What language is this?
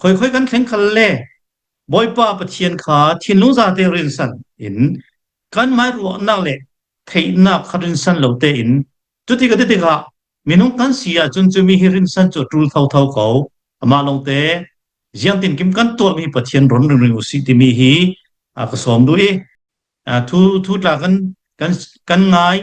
Hakha Chin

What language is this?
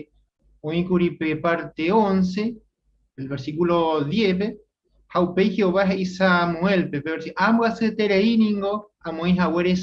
Guarani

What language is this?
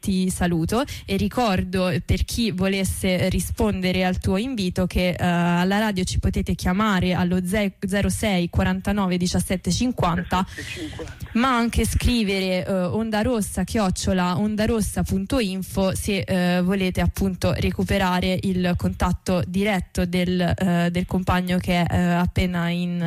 Italian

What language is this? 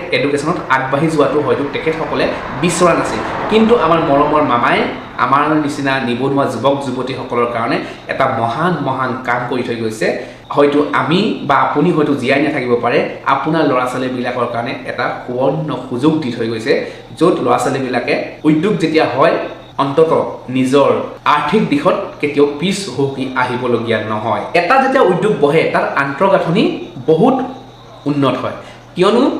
Assamese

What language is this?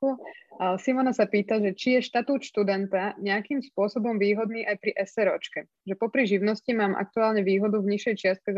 Slovak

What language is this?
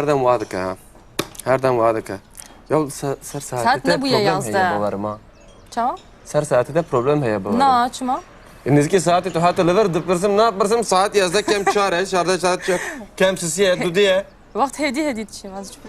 Kurdish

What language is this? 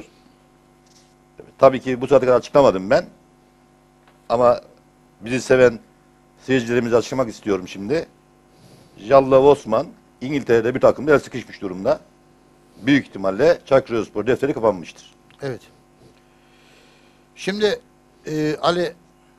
Turkish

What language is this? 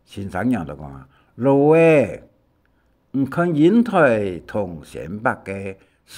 Hakka Chinese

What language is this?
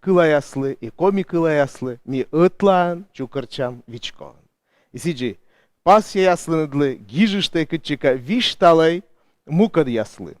Komi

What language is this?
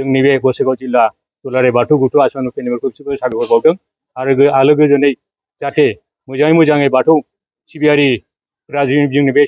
Bodo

